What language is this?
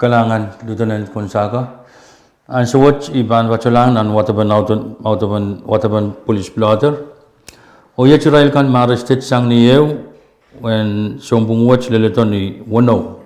Pohnpeian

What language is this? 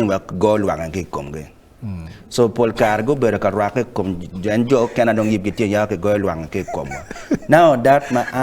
Acoli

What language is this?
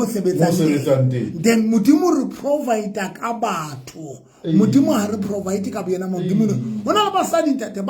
Southern Sotho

